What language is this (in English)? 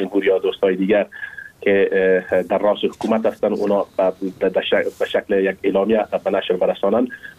Persian